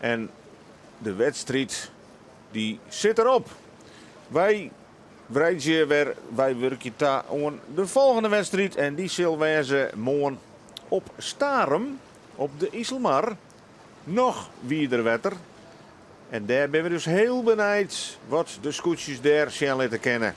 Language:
Western Frisian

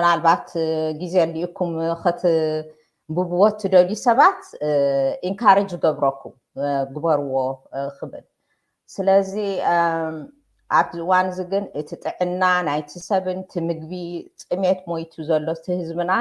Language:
Tigrinya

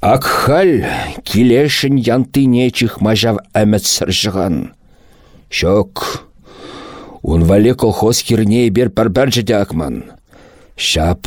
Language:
Chuvash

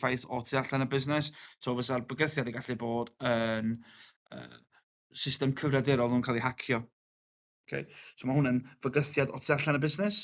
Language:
Welsh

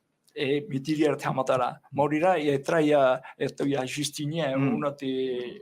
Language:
Tahitian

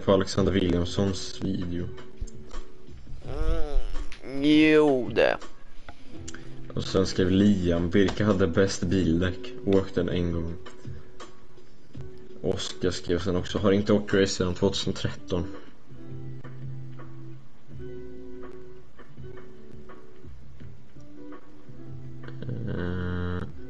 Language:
Swedish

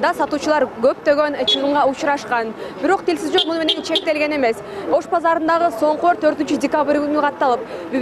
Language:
Kyrgyz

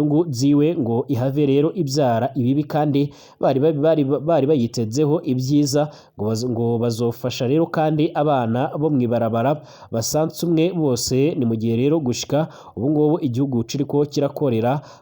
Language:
Rundi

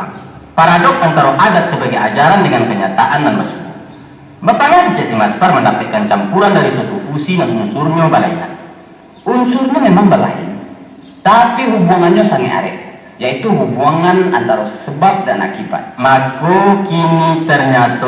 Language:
Minangkabau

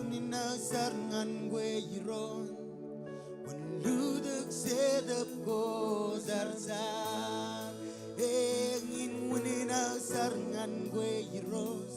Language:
Marshallese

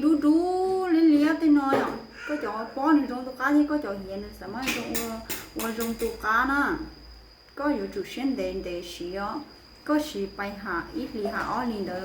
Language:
Hmong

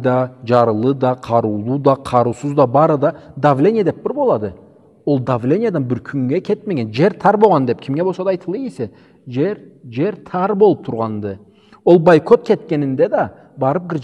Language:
Karachay-Balkar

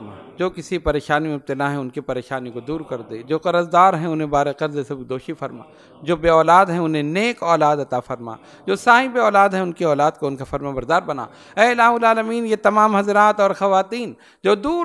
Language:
Urdu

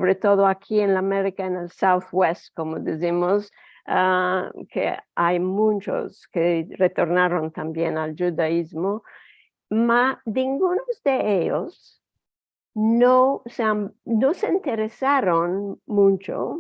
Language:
Ladino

